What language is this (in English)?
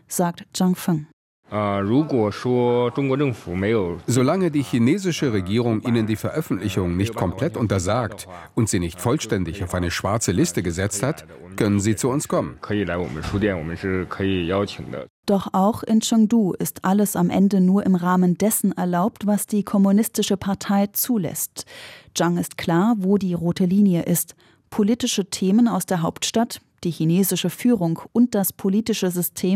German